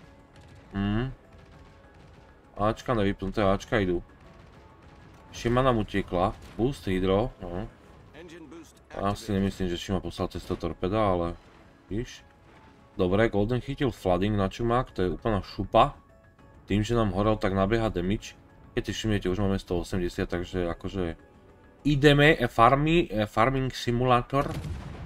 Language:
Slovak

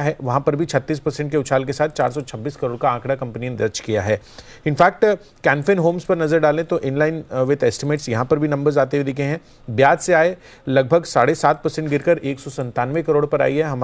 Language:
Hindi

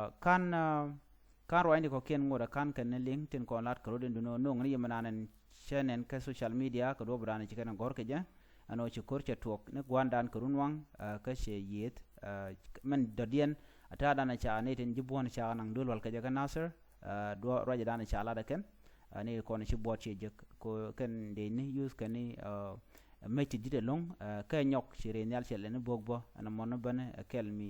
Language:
Nuer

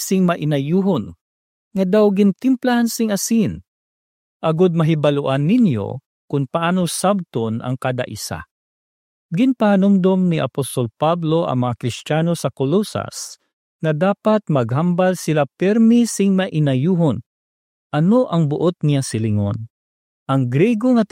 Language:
Hiligaynon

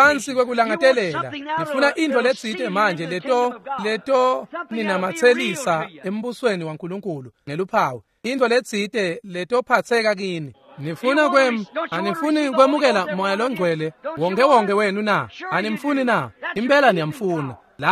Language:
Swati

